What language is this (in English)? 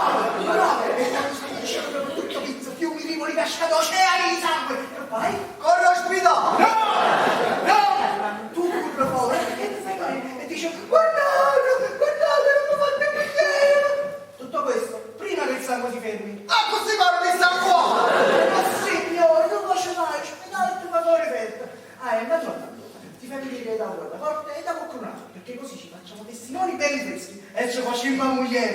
Neapolitan